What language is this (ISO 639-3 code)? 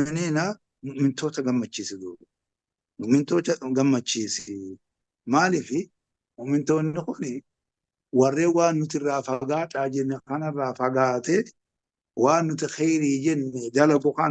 orm